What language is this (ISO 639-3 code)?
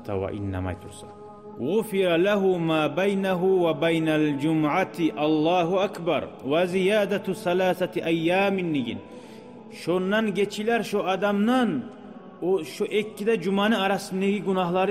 kum